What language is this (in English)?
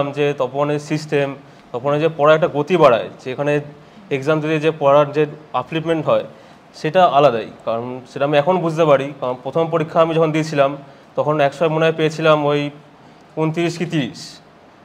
Bangla